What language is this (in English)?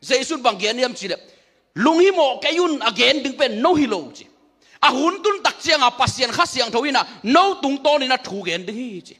Tedim Chin